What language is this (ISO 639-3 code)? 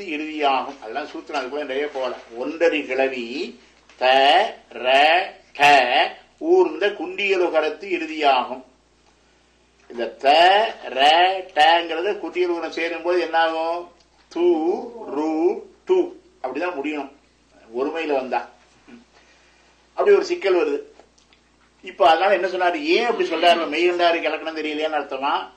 tam